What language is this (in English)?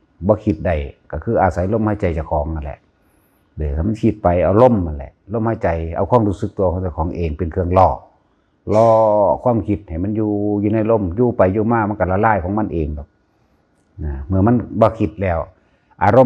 Northeastern Thai